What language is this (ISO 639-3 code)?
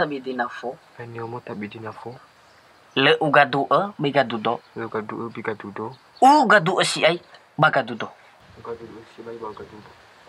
nia